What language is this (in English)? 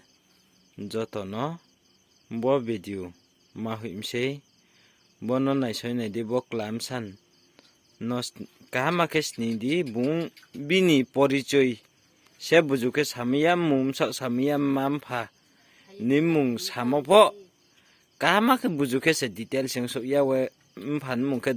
Riang (India)